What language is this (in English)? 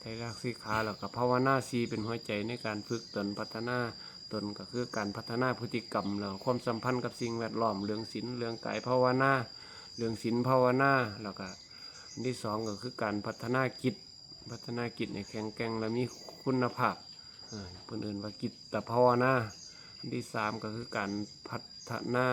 Northeastern Thai